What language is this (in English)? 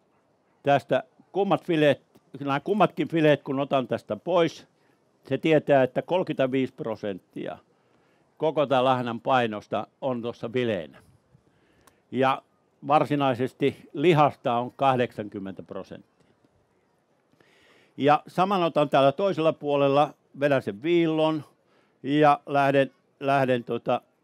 Finnish